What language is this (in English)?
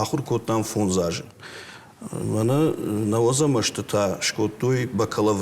Ossetic